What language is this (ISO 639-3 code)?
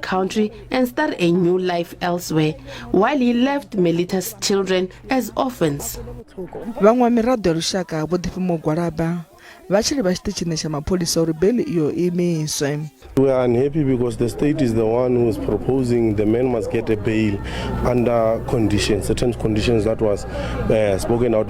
ven